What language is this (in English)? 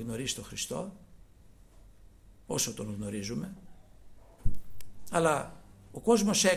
Greek